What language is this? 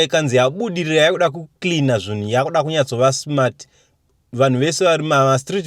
Shona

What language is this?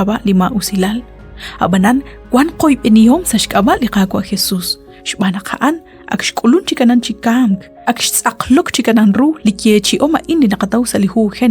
Kekchí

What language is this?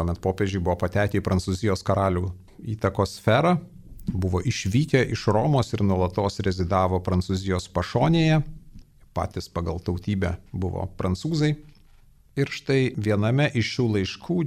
Lithuanian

